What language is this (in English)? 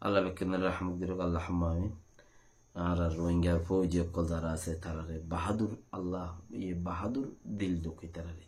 Rohingya